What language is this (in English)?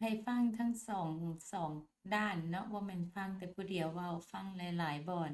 Lao